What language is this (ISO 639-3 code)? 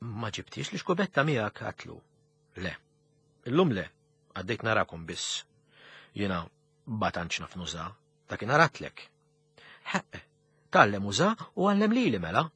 mlt